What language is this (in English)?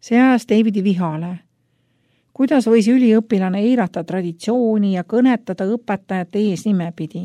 Estonian